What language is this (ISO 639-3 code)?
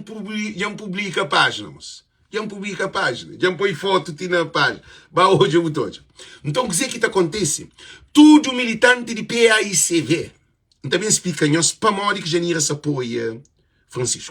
kea